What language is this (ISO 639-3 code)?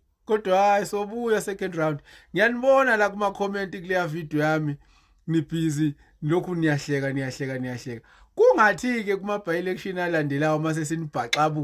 zul